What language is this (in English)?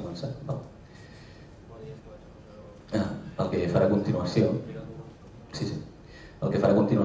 Catalan